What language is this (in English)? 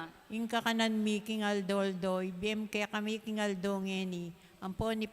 Pampanga